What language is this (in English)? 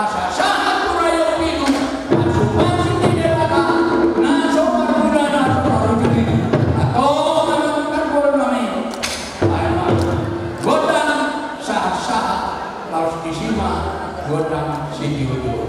Batak Toba